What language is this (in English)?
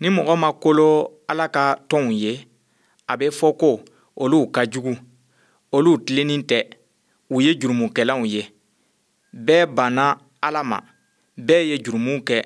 Bambara